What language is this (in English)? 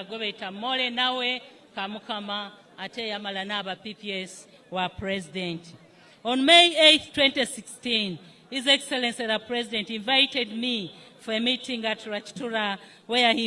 Soga